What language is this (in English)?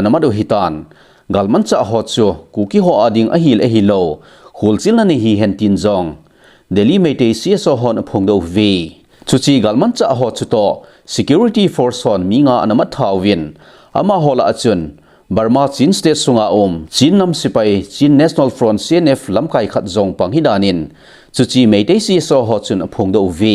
Thado Chin